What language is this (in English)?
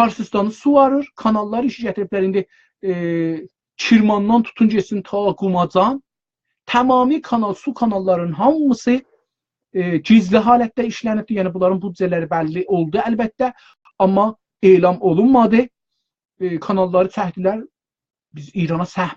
South Azerbaijani